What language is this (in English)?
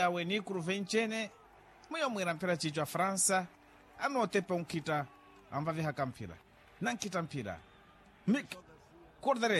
Makhuwa